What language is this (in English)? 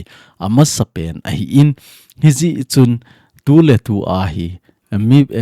Thado Chin